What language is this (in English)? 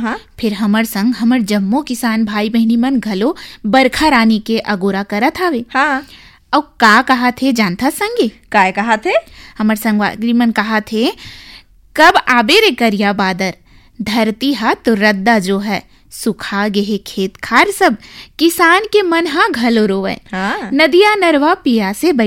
Chhattisgarhi